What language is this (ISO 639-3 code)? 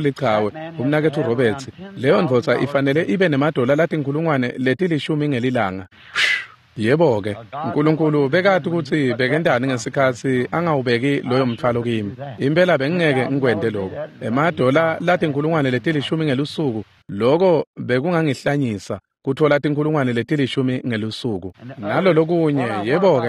ssw